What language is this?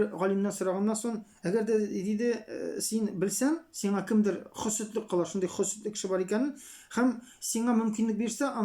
Tatar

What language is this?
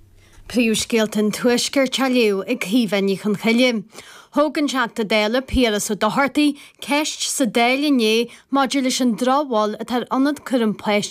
Irish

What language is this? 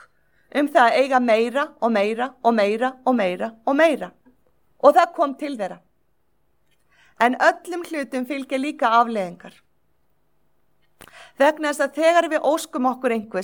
Icelandic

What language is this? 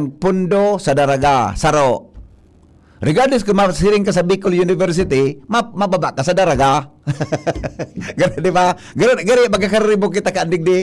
Bikol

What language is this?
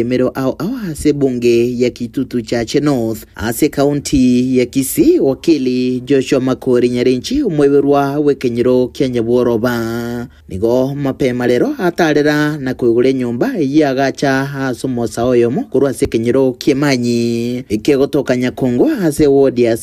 Gusii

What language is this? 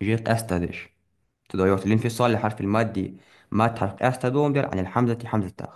Ingush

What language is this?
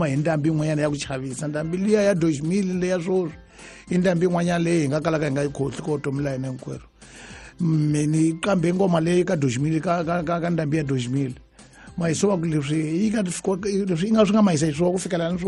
Tsonga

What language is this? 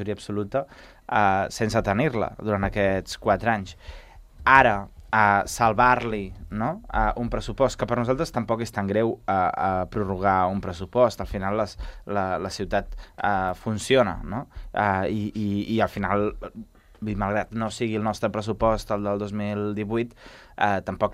Catalan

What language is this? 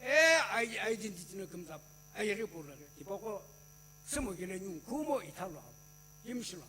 Sumi Naga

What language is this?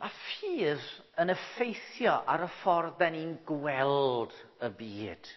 Welsh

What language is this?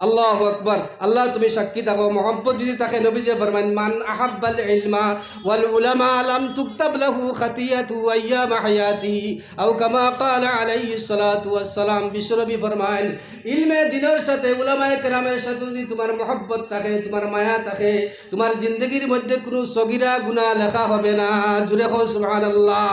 Sylheti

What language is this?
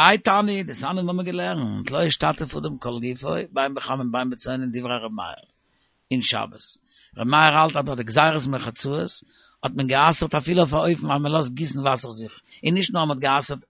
Yiddish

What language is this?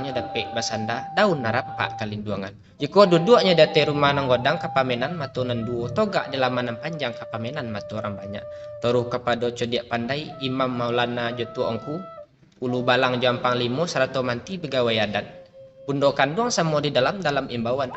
Minangkabau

